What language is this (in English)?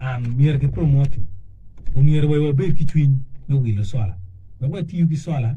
Acoli